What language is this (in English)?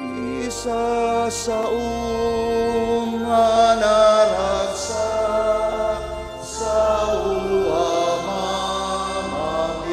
Iloko